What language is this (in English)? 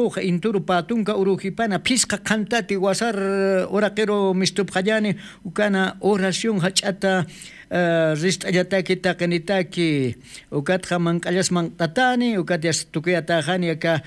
Aymara